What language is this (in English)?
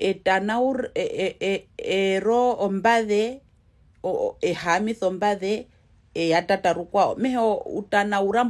Herero